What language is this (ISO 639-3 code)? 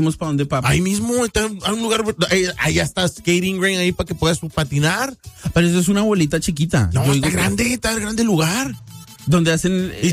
spa